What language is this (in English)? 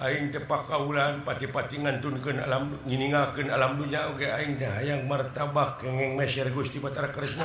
Sundanese